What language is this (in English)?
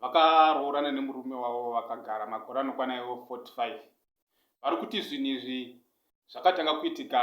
Shona